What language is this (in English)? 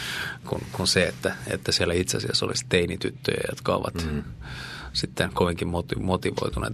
Finnish